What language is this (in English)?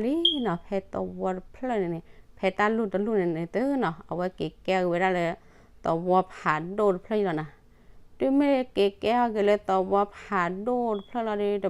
S'gaw Karen